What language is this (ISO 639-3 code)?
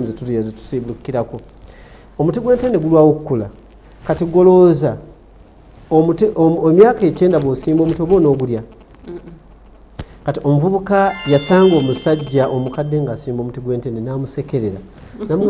lug